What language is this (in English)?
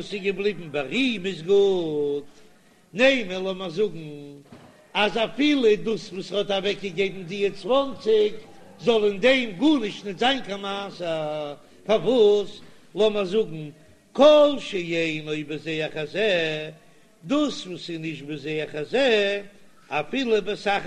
Yiddish